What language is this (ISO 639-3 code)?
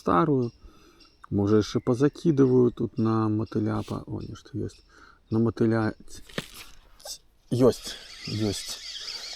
bel